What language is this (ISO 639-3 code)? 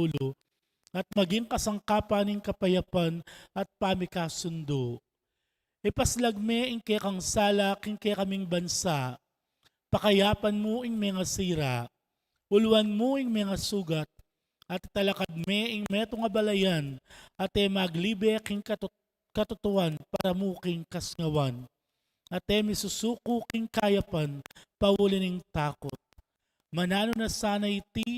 pam